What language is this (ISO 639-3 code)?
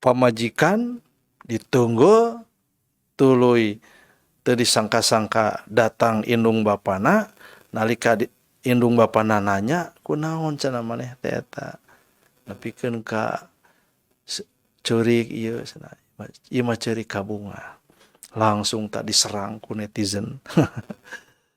sun